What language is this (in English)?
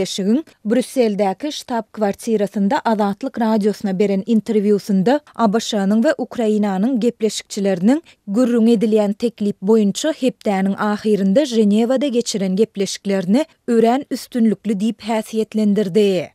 Turkmen